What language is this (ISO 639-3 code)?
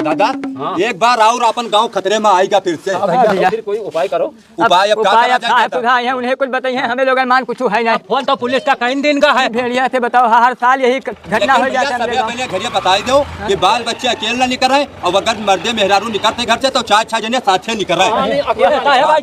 awa